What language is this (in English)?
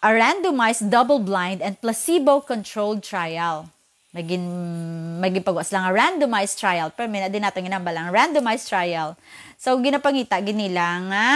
Hiligaynon